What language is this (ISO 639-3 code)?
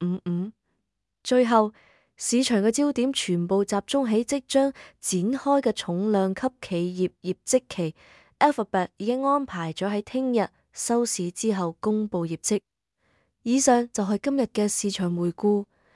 yue